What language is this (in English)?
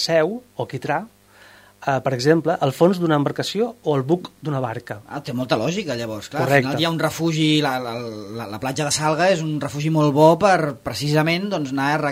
Catalan